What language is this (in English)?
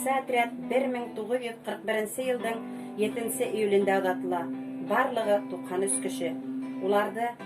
Bashkir